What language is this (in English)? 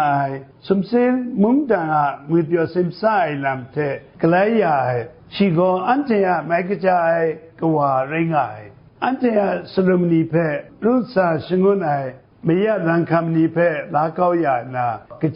Kachin